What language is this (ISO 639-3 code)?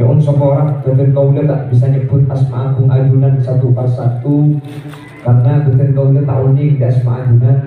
mad